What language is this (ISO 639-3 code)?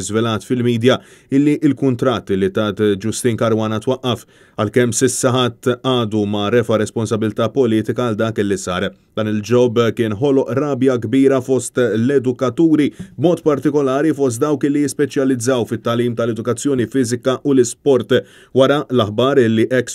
mlt